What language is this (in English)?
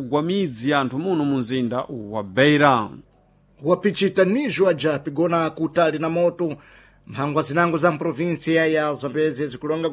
Sena